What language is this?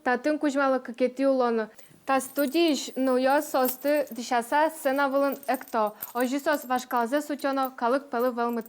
Udmurt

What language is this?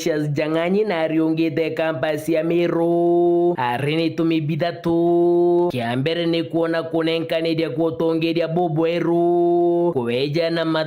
Meru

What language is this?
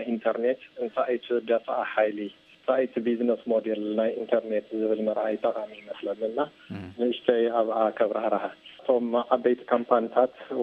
Tigrinya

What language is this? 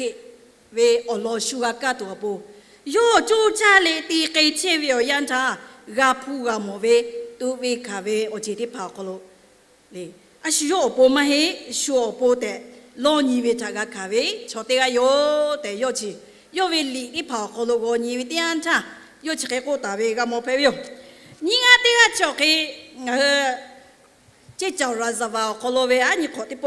Lahu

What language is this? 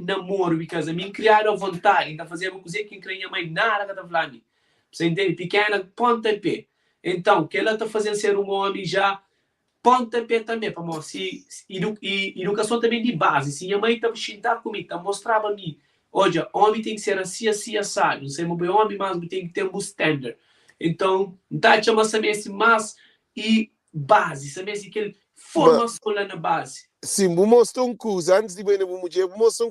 Kabuverdianu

